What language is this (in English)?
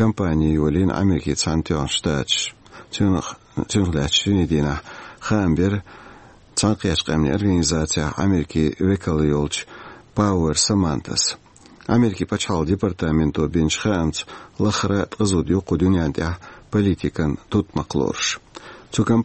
Chechen